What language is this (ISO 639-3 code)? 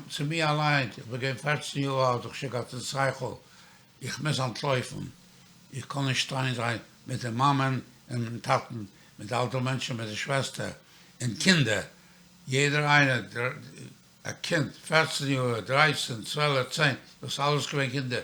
yid